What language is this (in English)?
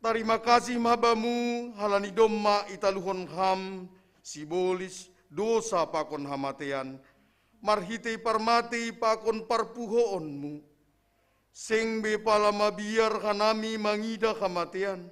Batak Simalungun